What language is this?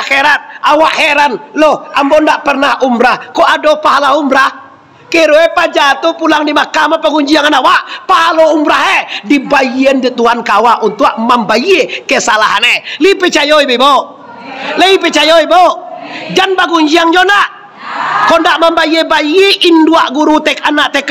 Minangkabau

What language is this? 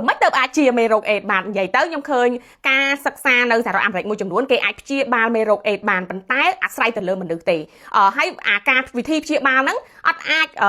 Khmer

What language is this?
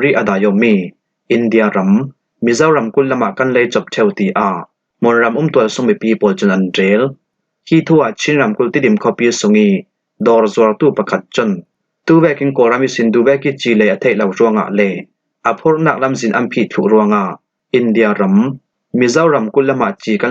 Falam Chin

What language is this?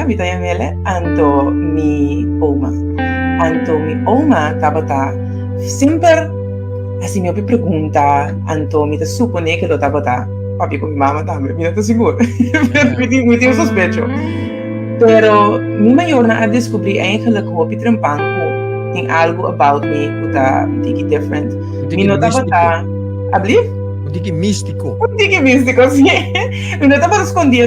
Papiamento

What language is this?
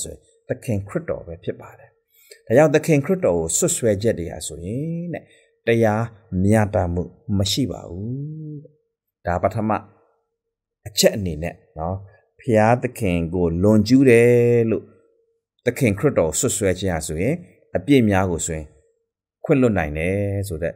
Burmese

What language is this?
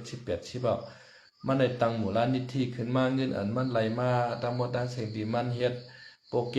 Shan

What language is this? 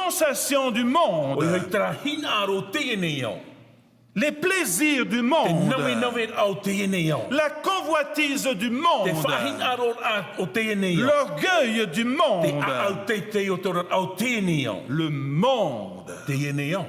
Tahitian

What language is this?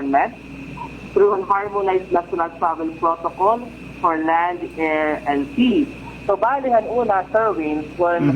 Waray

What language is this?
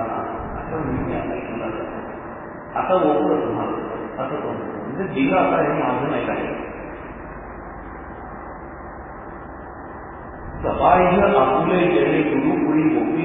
Marathi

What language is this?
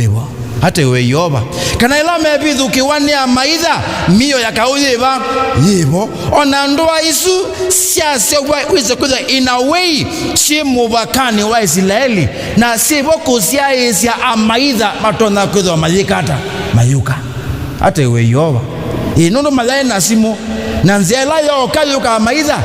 Kamba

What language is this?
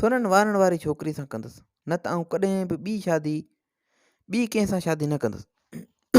Sindhi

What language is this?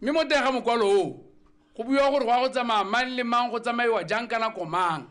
Tswana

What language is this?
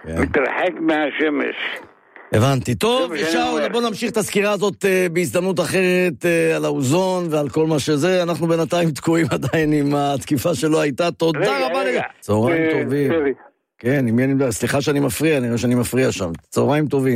Hebrew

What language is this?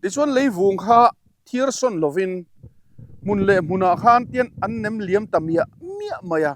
Mizo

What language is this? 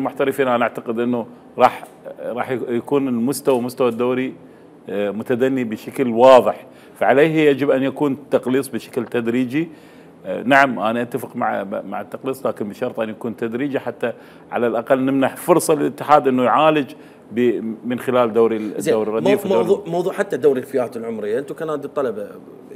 Mesopotamian Arabic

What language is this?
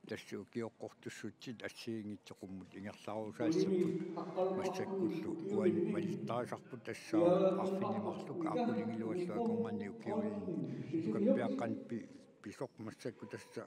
Kalaallisut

